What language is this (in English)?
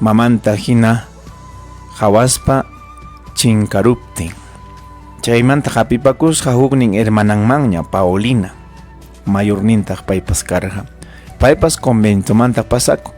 Ayacucho Quechua